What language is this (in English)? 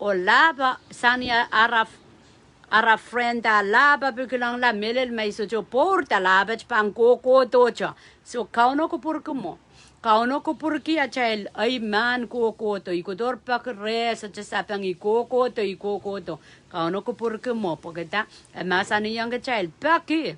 Pohnpeian